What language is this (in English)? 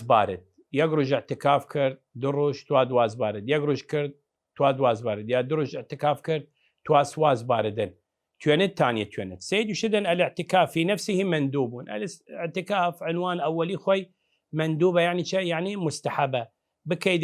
Southern Kurdish